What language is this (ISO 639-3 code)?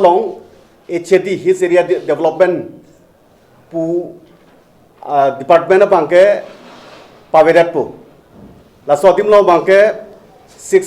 mjw